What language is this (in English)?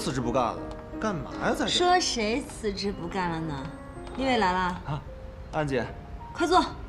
Chinese